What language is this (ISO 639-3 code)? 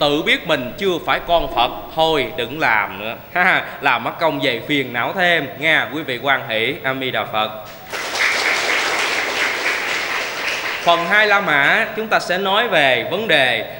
vie